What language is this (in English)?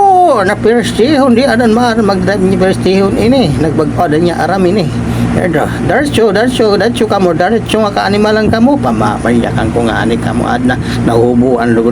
Waray